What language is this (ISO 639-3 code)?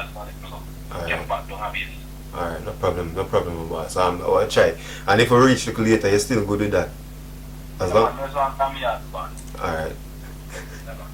jam